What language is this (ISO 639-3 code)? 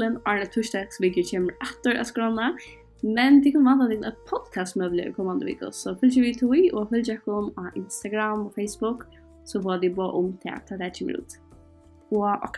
fao